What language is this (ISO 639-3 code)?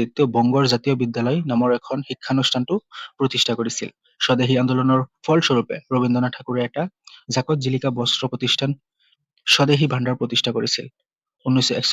asm